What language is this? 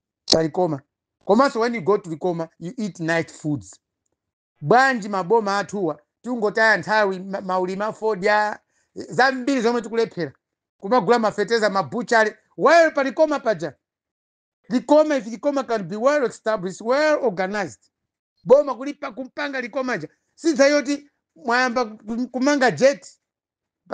Nyanja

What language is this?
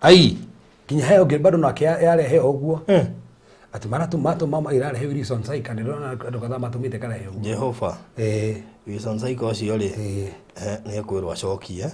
Kikuyu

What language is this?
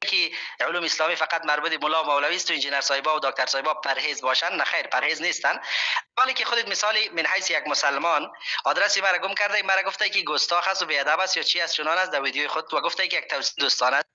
Persian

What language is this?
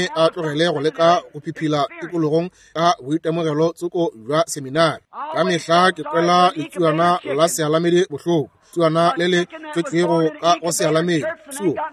Northern Sotho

